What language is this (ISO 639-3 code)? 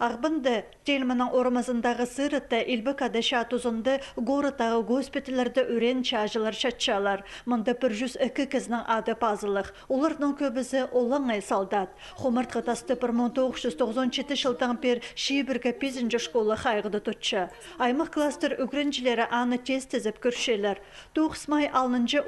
kjh